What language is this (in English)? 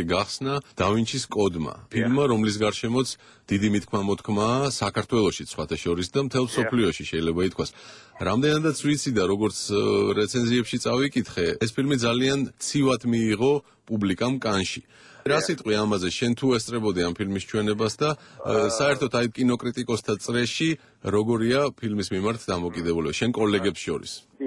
Georgian